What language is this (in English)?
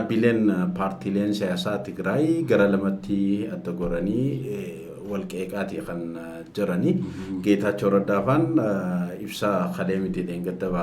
Oromo